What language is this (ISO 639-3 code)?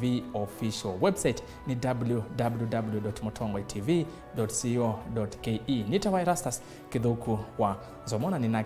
kam